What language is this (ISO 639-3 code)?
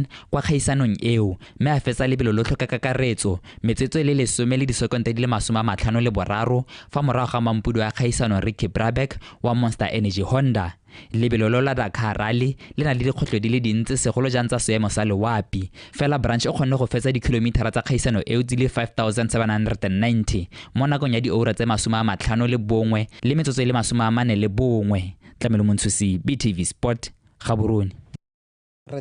tsn